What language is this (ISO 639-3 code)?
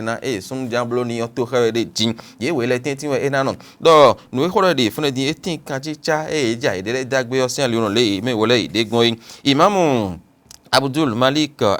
fon